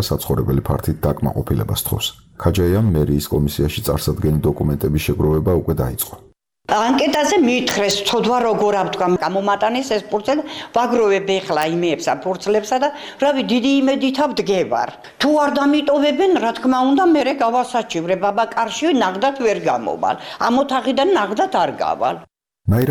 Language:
Georgian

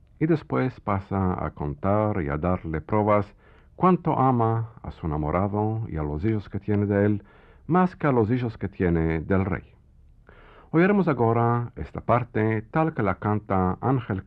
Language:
Ladino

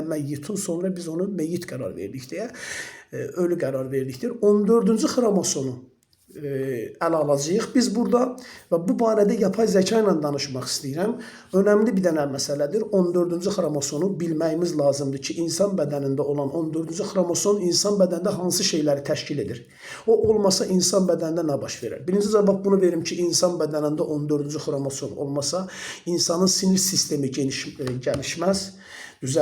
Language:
Azerbaijani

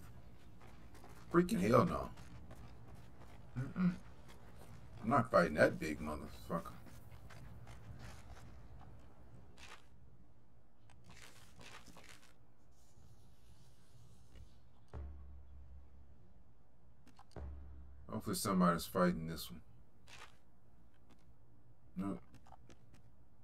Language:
English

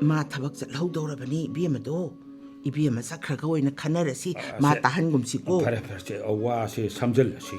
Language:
Manipuri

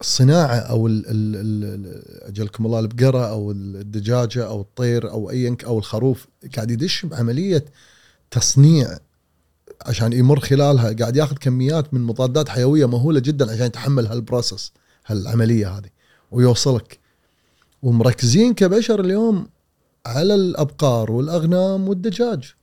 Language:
Gulf Arabic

